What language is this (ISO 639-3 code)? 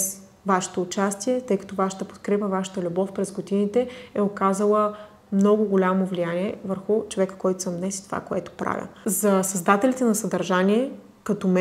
bul